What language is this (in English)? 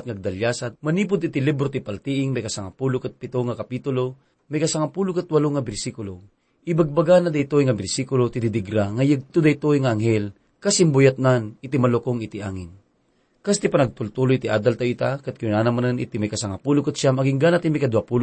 Iloko